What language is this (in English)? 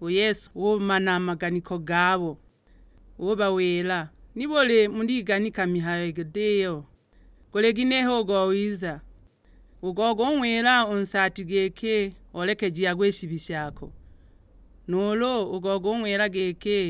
Sukuma